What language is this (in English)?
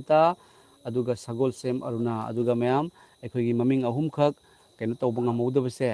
Manipuri